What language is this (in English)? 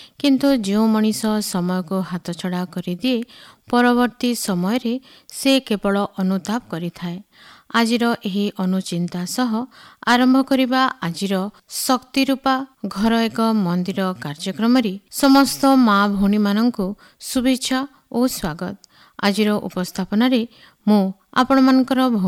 Odia